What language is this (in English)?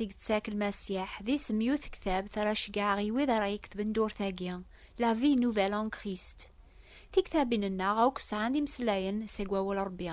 Kabyle